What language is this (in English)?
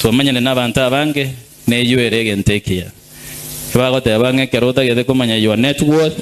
Gusii